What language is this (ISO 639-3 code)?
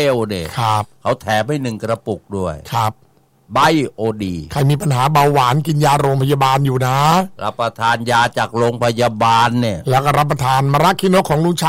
tha